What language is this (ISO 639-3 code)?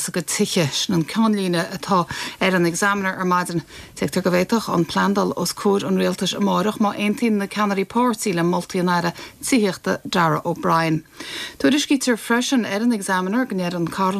gle